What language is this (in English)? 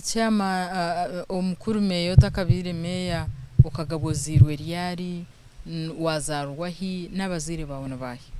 Nyankole